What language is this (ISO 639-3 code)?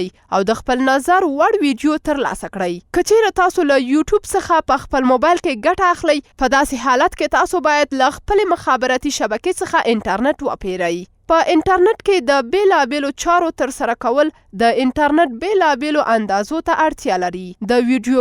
pus